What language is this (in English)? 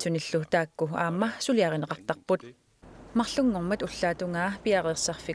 Kalaallisut